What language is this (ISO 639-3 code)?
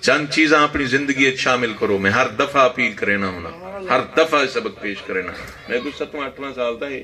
skr